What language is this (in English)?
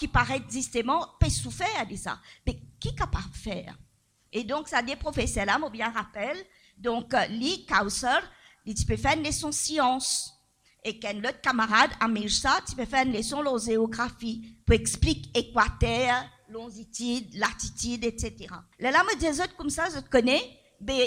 Morisyen